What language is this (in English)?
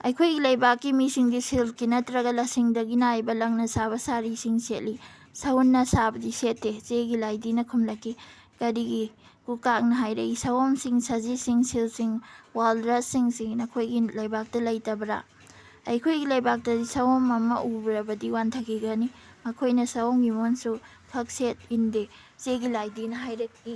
Manipuri